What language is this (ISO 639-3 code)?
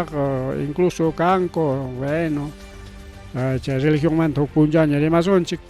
quy